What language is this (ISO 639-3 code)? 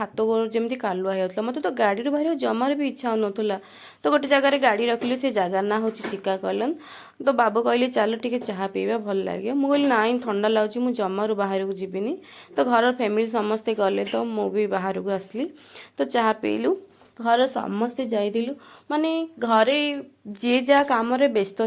ori